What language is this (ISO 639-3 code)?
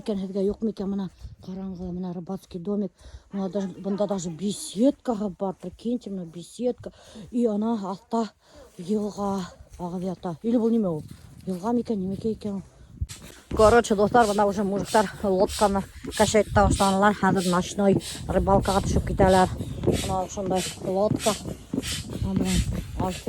bak